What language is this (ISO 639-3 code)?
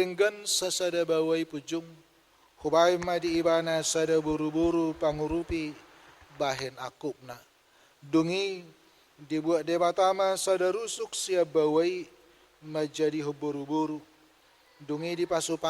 bbc